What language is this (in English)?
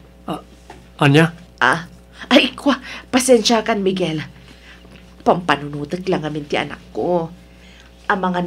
Iloko